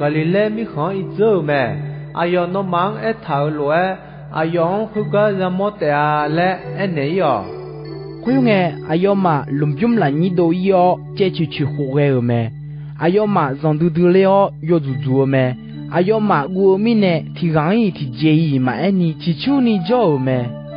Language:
Akha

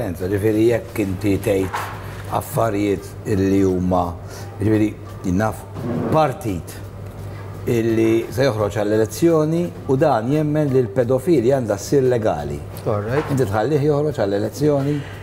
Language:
Maltese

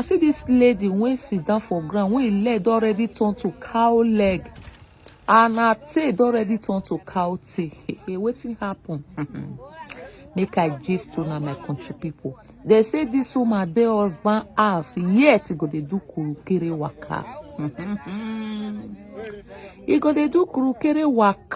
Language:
Nigerian Pidgin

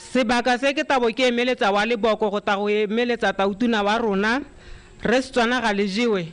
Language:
Tswana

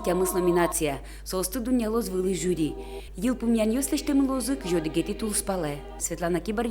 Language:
Udmurt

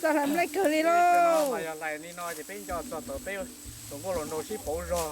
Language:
Hmong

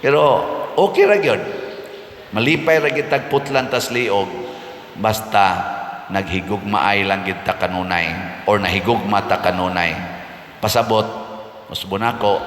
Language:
Cebuano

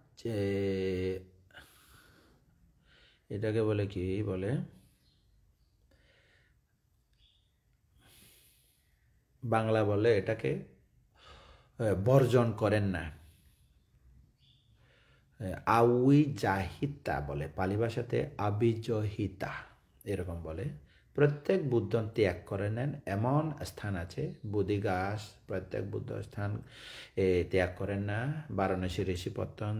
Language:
Bangla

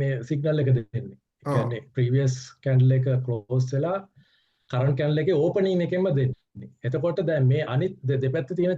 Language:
Sinhala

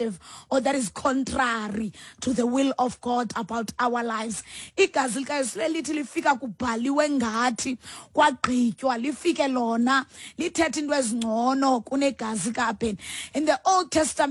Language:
Xhosa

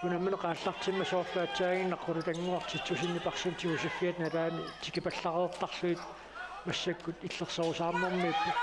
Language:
Kalaallisut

